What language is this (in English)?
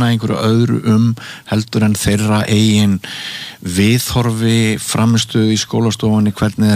Icelandic